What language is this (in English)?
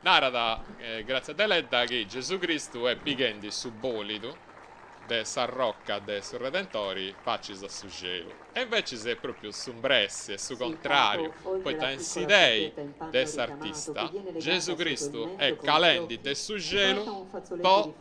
Sardinian